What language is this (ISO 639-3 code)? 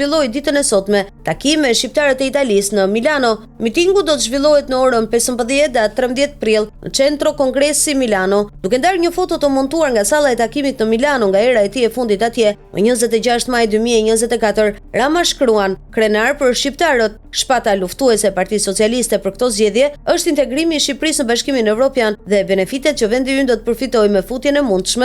sqi